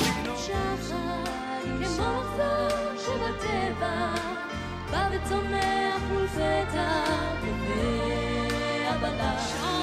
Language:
Hebrew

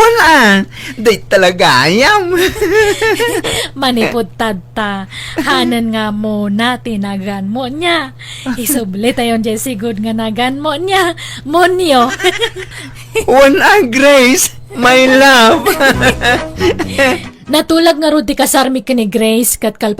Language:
Iloko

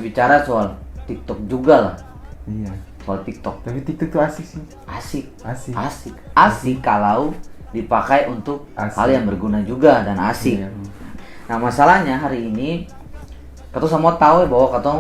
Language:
Ambonese Malay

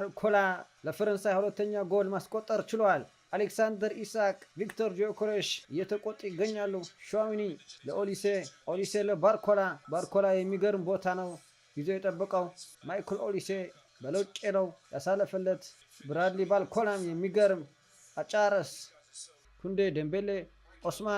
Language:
Amharic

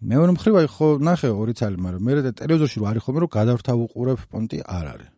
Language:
Georgian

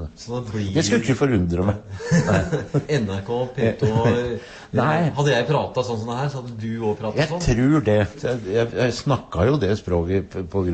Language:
Norwegian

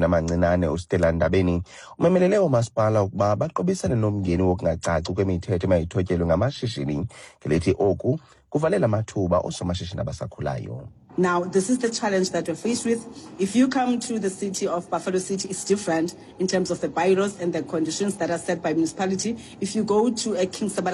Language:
Xhosa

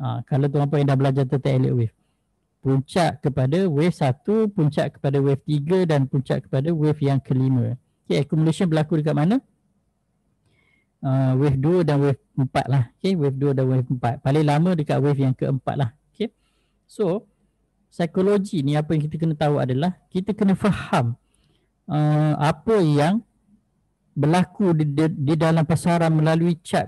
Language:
Malay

